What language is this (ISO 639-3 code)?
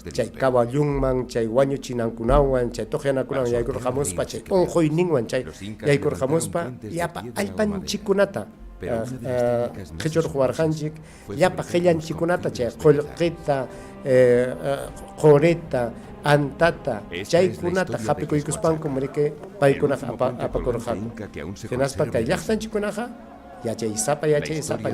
quy